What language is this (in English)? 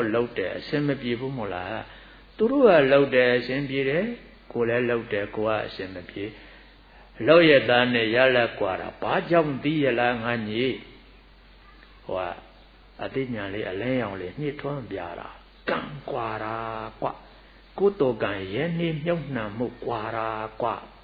Burmese